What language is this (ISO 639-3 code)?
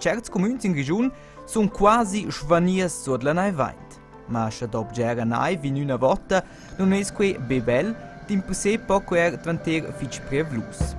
roh